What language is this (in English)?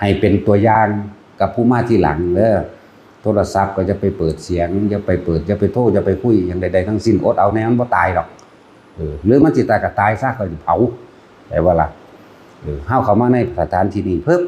Northeastern Thai